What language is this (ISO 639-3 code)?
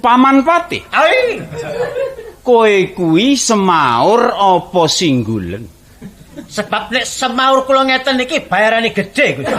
jav